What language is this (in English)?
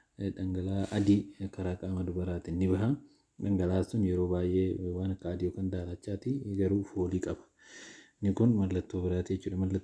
Oromo